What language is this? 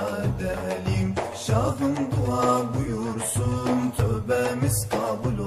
Turkish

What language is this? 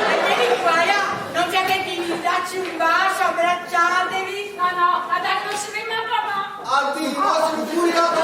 Neapolitan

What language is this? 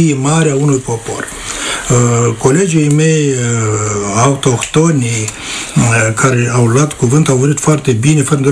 Romanian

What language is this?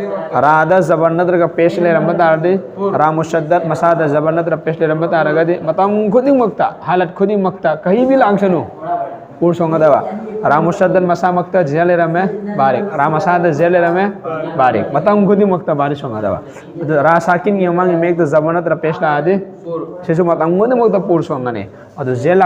Manipuri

